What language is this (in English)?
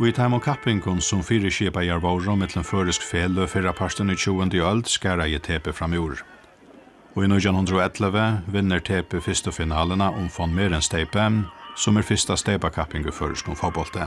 Faroese